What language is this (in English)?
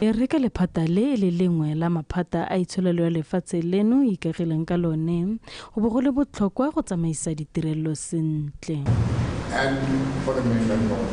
Tswana